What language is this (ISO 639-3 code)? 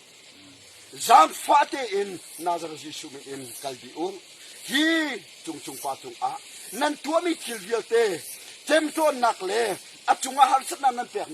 cnh